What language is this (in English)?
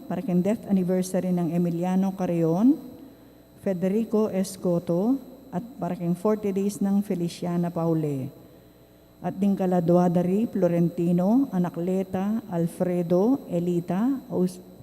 Pampanga